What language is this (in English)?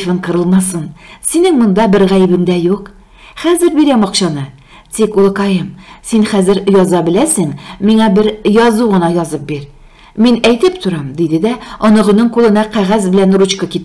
Tatar